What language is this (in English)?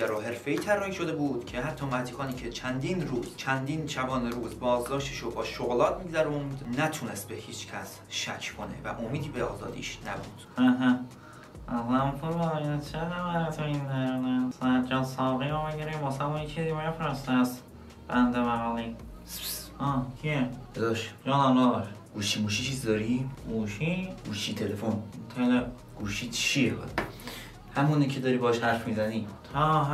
Persian